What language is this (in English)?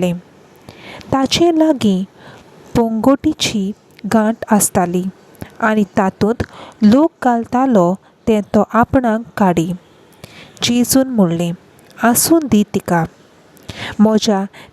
Konkani